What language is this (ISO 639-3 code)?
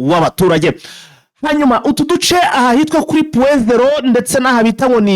kin